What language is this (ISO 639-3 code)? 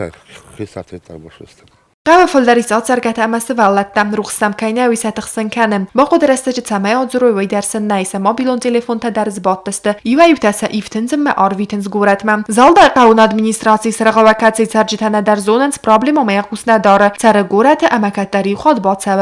oss